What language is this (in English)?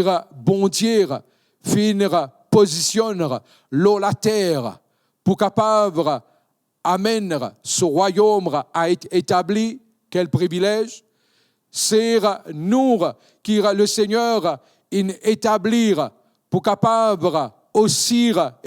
Morisyen